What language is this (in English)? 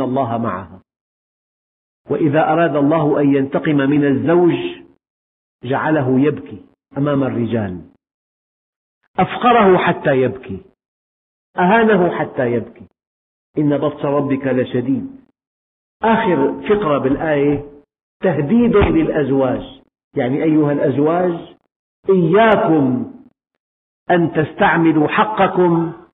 Arabic